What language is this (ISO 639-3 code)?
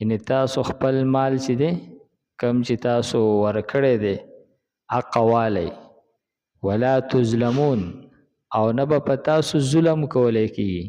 pus